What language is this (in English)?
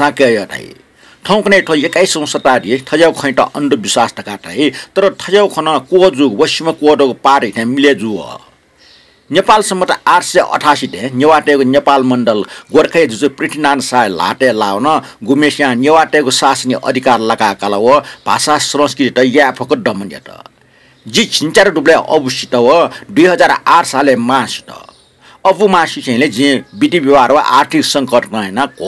Newari